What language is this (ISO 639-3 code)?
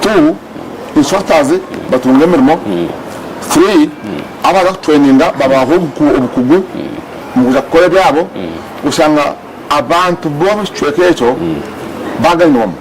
nyn